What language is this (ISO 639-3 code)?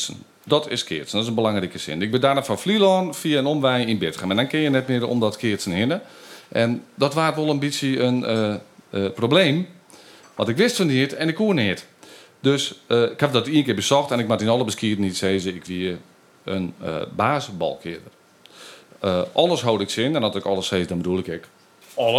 fry